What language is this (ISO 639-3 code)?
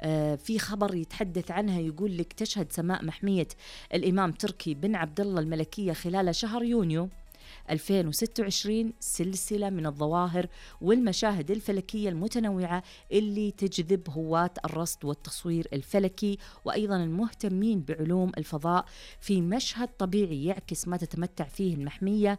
ars